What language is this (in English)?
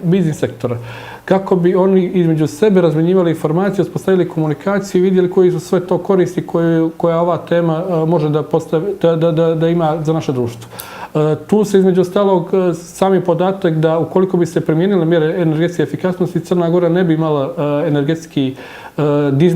Bosnian